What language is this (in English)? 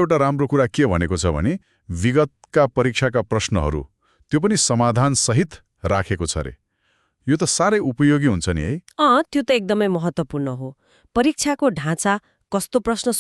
Nepali